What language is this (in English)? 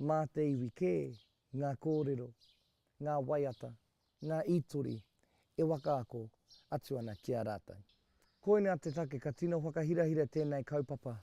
Māori